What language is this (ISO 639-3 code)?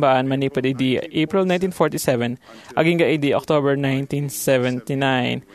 ilo